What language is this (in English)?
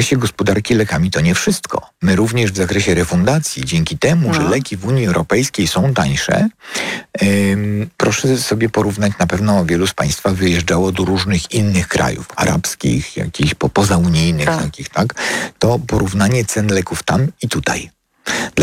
Polish